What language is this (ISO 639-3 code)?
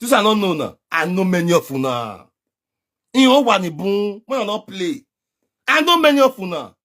pcm